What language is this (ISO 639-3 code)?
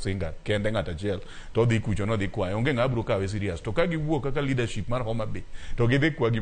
luo